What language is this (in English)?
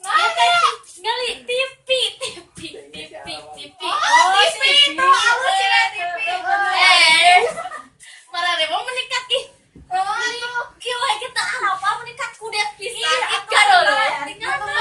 Sundanese